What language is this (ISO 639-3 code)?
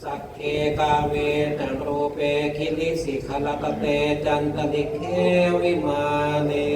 pli